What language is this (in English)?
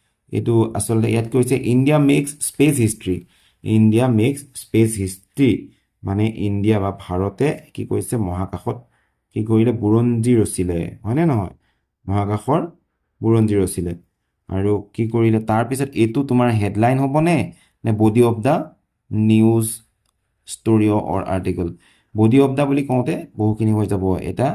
Assamese